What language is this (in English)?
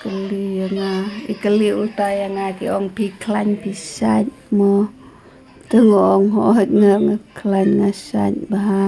Khasi